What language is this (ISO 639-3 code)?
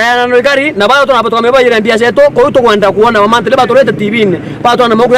mer